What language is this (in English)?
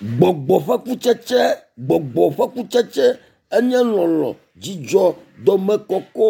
Ewe